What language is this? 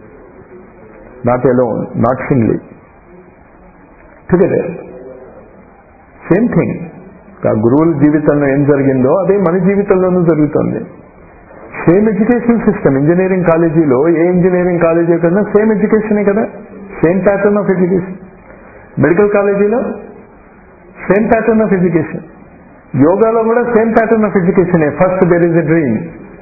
Telugu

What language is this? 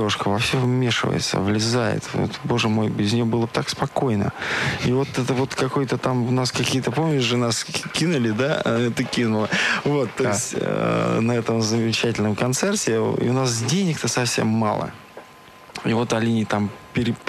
Russian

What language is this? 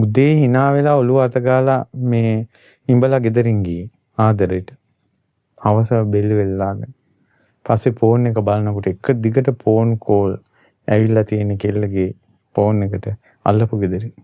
Sinhala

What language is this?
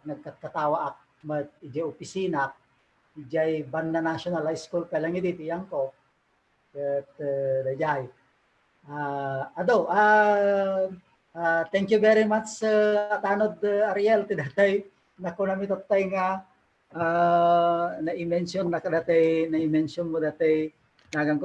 Iloko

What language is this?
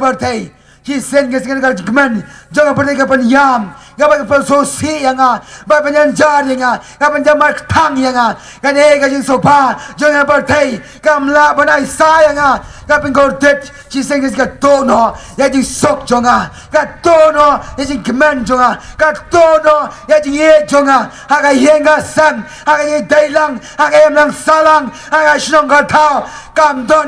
Khasi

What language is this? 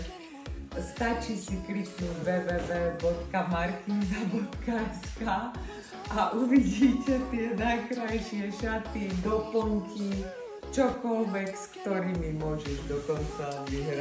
Slovak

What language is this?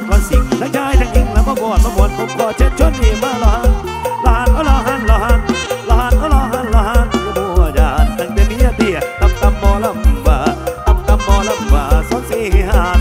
Northeastern Thai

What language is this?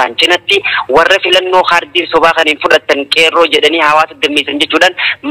Oromo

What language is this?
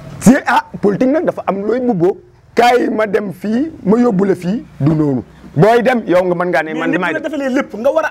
Wolof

